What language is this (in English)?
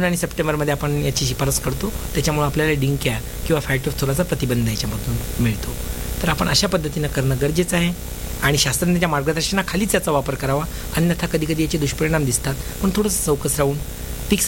Marathi